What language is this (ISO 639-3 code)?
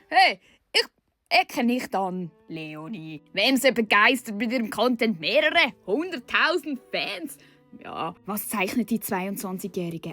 gsw